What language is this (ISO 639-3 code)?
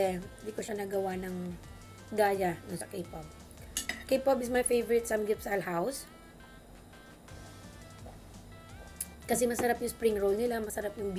fil